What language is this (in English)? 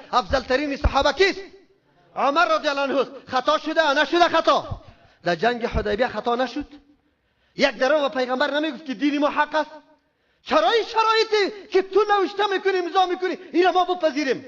Persian